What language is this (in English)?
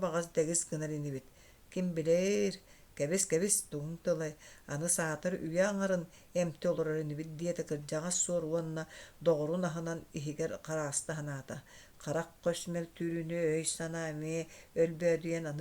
Yakut